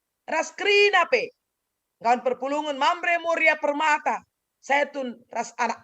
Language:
Batak Karo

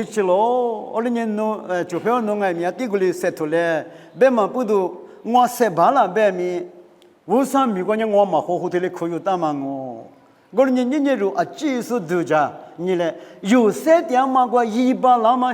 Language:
Lisu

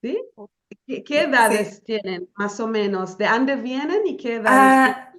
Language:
Ladino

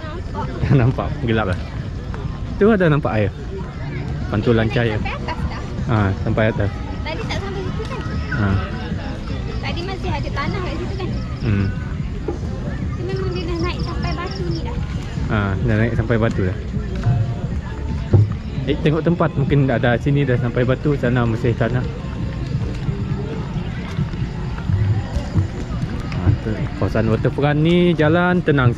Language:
Malay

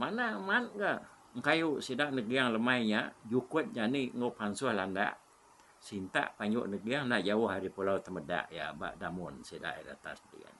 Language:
Iban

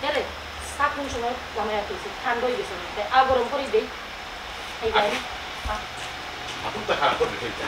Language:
Sylheti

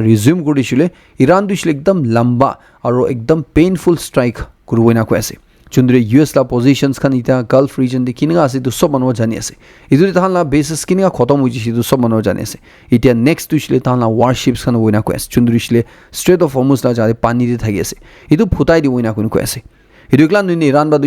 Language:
Naga Pidgin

